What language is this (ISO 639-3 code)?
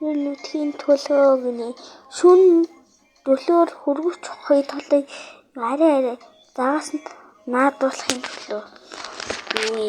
mon